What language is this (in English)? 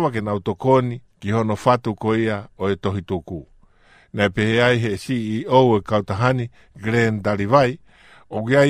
Tongan